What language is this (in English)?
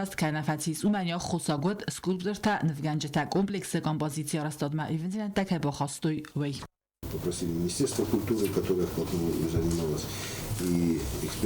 Ossetic